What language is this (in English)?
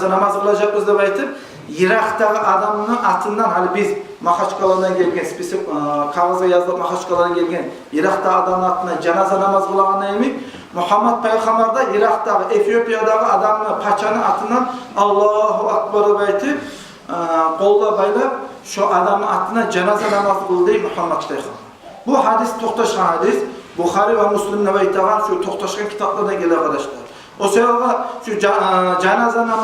Kumyk